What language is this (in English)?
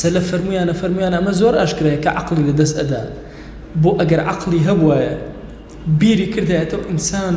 Central Kurdish